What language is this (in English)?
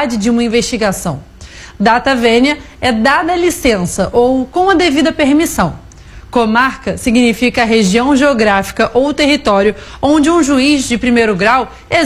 Portuguese